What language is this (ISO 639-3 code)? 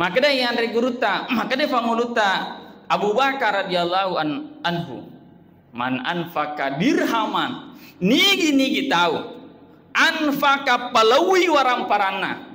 bug